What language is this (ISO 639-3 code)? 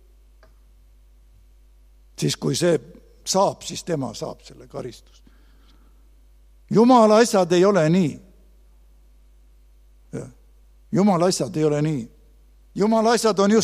est